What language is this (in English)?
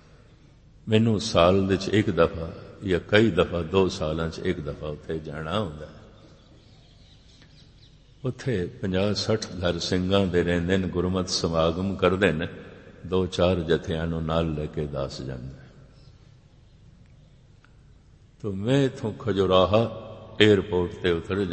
Punjabi